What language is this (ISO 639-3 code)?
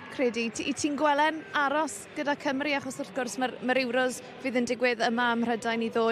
cym